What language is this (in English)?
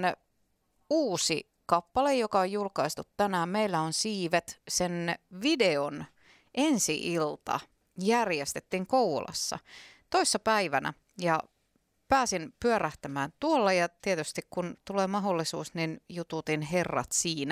Finnish